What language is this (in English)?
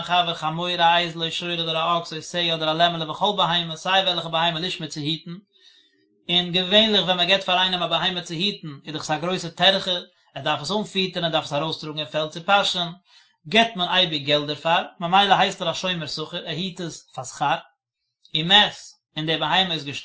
Yiddish